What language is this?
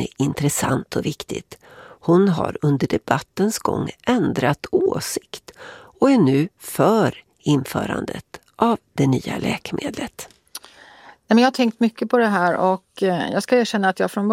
Swedish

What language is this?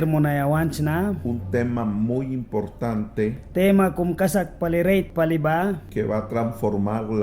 Mískito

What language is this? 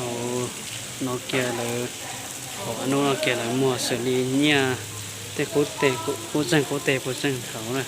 Hmong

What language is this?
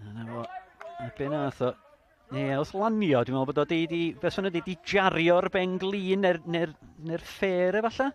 Welsh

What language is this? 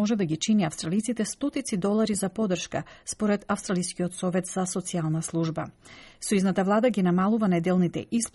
Macedonian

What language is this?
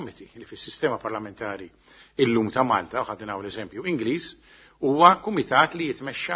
Maltese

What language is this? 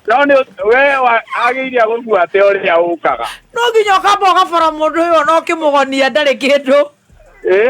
Kikuyu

